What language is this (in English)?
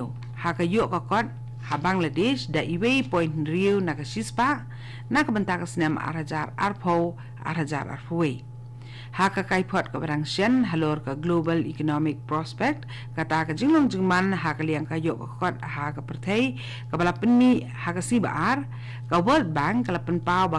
Khasi